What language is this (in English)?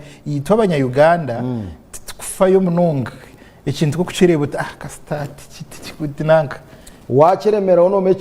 Nyankole